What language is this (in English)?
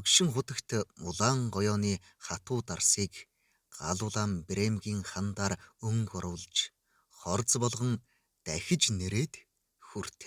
Mongolian